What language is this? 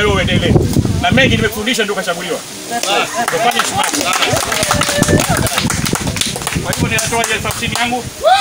Swahili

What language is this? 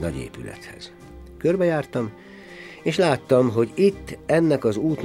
Hungarian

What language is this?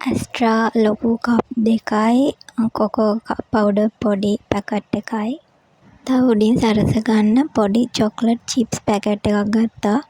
Sinhala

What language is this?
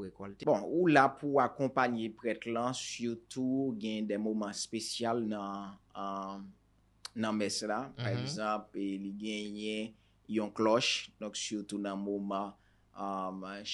Haitian Creole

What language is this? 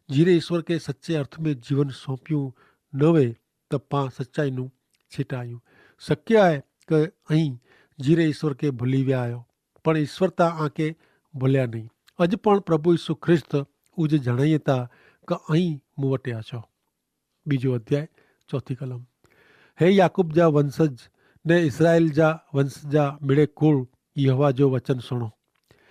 Kachhi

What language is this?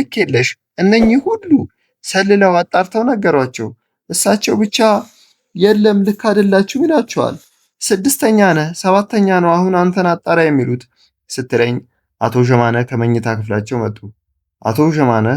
Amharic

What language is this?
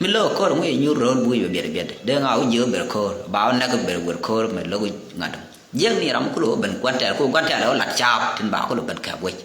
Nuer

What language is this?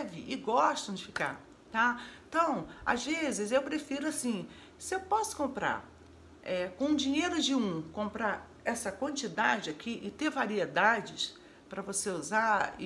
Portuguese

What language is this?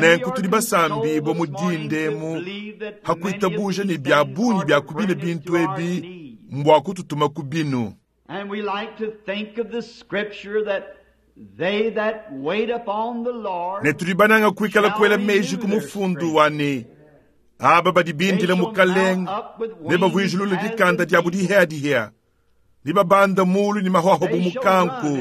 Luba-Lulua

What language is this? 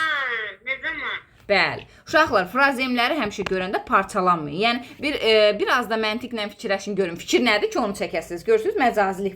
Azerbaijani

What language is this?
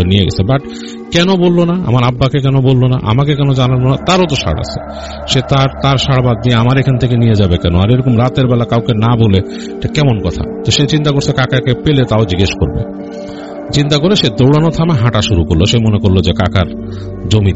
Bangla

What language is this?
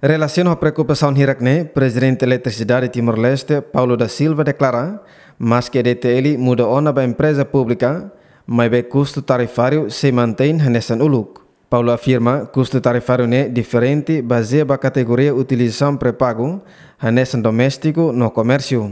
Tetum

